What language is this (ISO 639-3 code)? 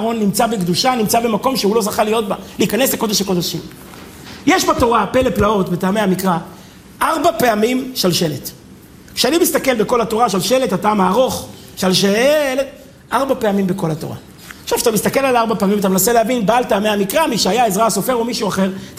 heb